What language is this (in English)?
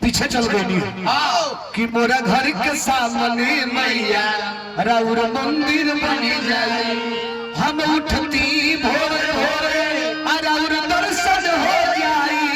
Magahi